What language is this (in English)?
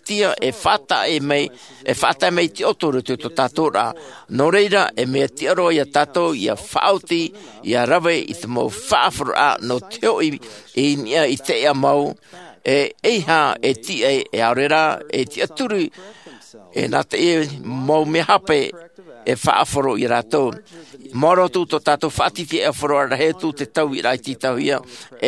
Tahitian